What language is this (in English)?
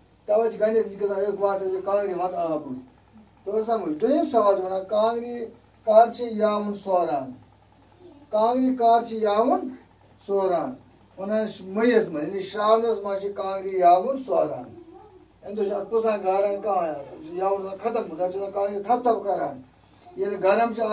Kashmiri